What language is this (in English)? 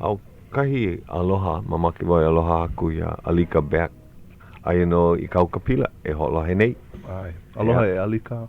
Hawaiian